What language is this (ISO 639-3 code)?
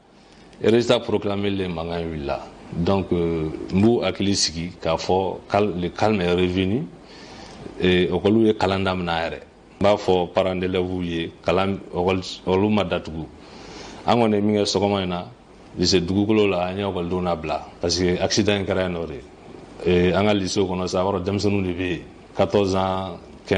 bam